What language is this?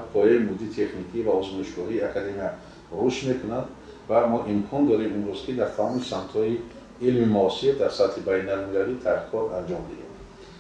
Tajik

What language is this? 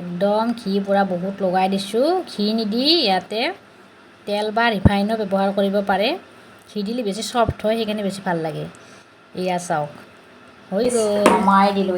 Assamese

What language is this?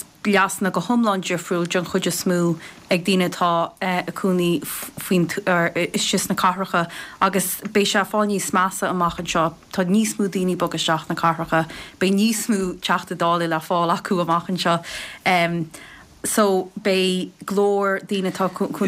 Irish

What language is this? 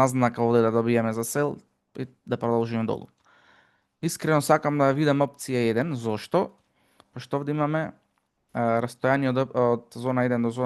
Macedonian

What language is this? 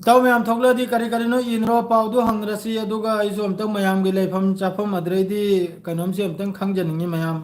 Manipuri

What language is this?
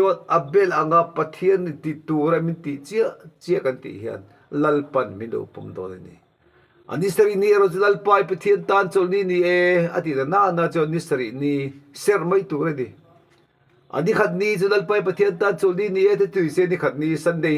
Mizo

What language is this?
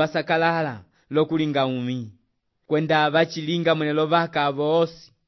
Umbundu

